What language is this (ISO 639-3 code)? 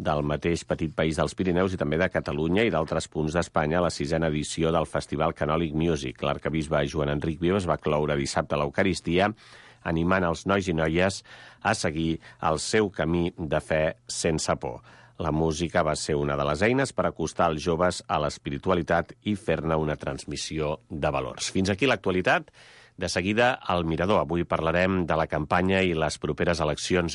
cat